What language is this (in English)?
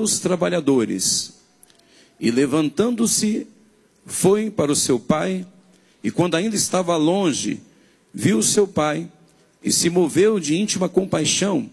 Portuguese